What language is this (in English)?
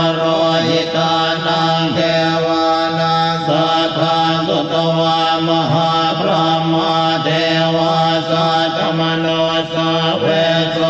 Pali